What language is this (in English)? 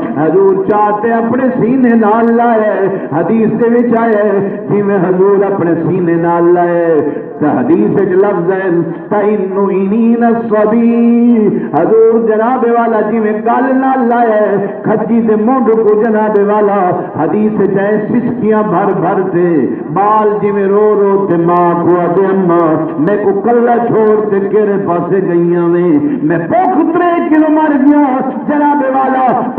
Saraiki